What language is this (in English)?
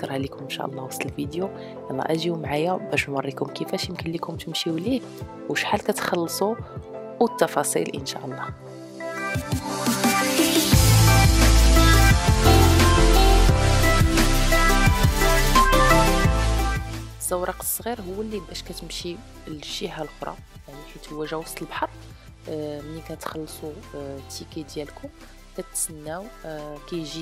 Moroccan Arabic